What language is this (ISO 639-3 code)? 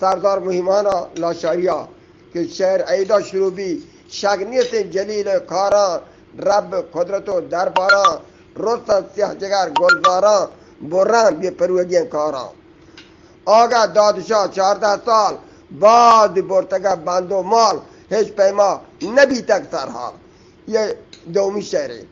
bgp